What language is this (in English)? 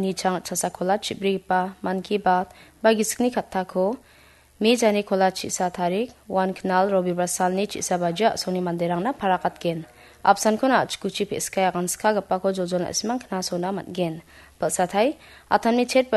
Garo